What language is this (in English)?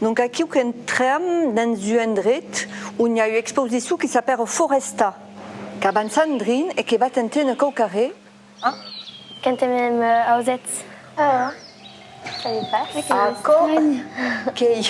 Occitan